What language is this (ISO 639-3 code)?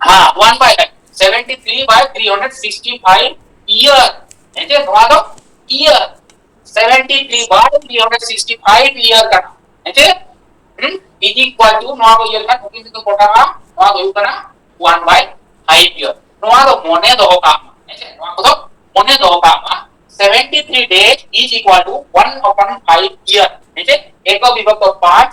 sat